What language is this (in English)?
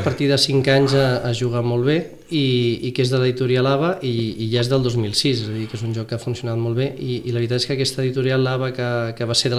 Catalan